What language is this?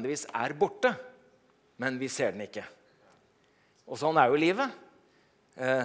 Norwegian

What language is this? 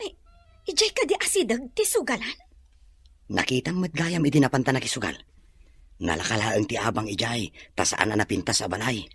Iloko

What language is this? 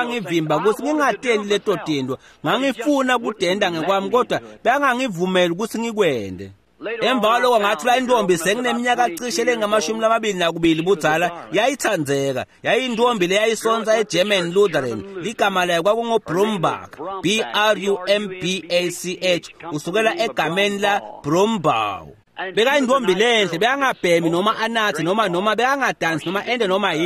Swati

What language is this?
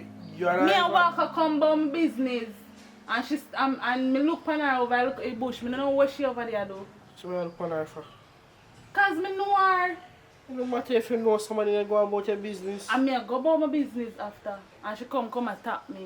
Jamaican Creole English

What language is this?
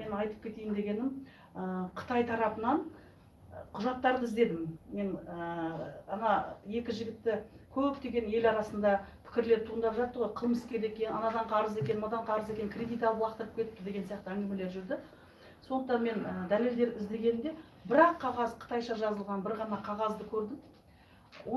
Kazakh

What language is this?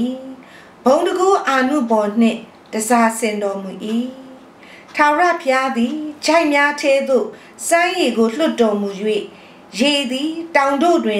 Burmese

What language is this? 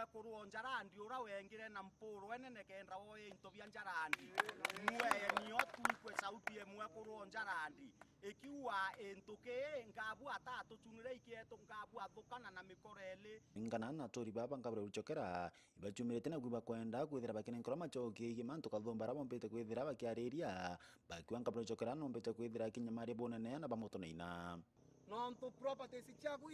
Meru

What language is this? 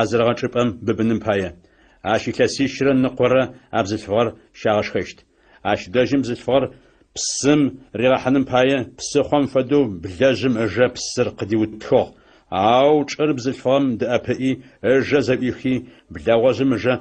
Adyghe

